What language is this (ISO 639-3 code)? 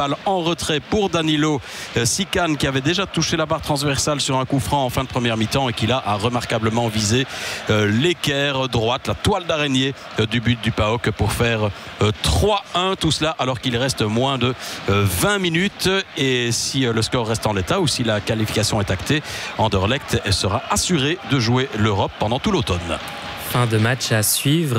fra